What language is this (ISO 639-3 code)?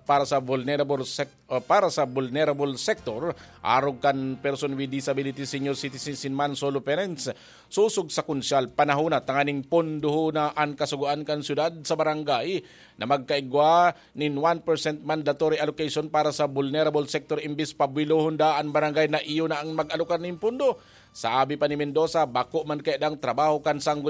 bik